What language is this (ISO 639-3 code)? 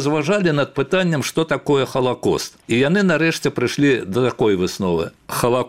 bel